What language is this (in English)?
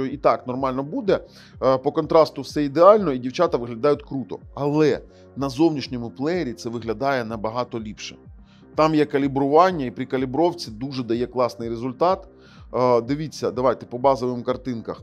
Ukrainian